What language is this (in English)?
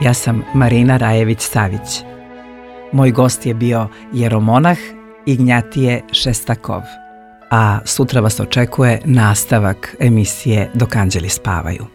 Serbian